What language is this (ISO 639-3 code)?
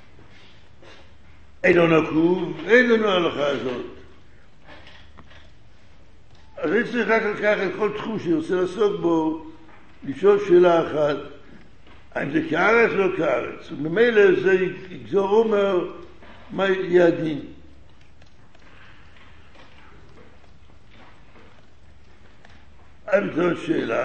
heb